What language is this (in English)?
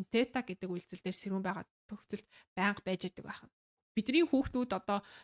Mongolian